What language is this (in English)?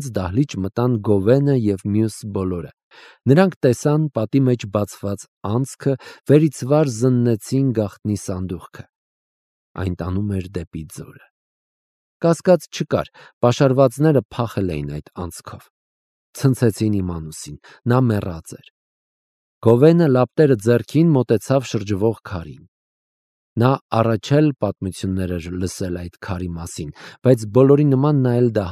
Armenian